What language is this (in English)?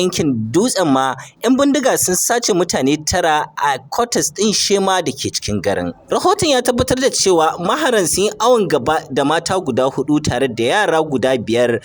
Hausa